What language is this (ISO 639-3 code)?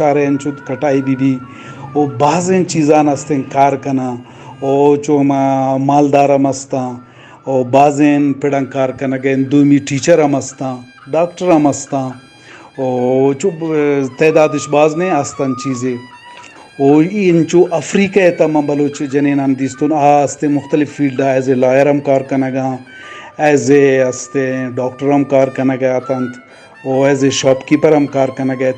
bgp